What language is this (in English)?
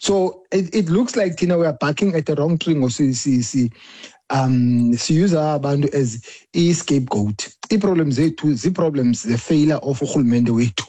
Xhosa